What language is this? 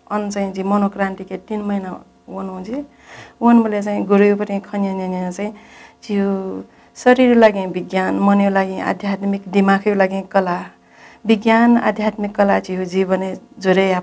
Newari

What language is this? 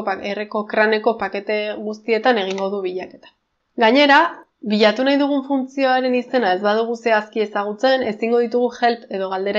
Basque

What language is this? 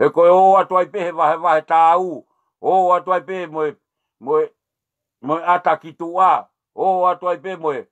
Tongan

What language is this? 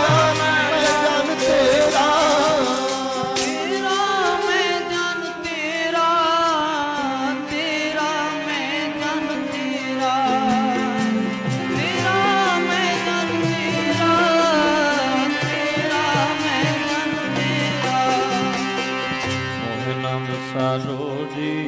Punjabi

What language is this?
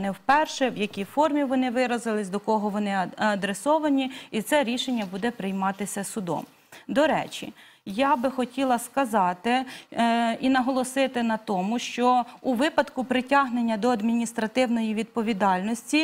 Ukrainian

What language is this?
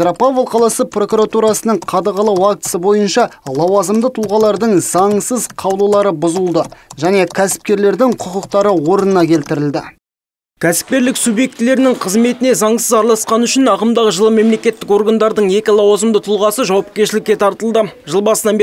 Kazakh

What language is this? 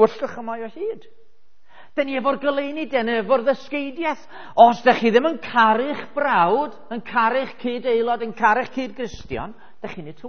Welsh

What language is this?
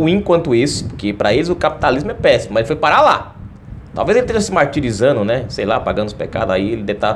Portuguese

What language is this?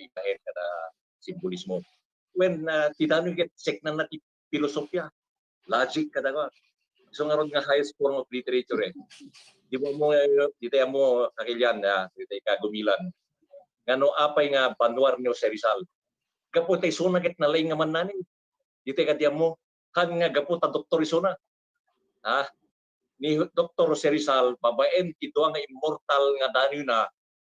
Iloko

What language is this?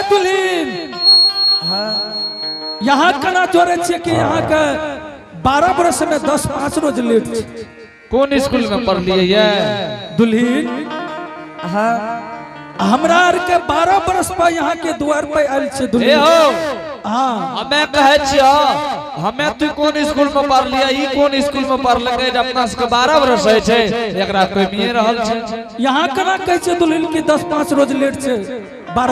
Angika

